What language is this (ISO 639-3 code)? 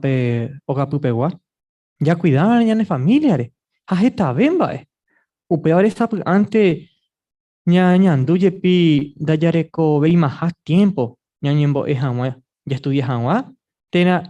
grn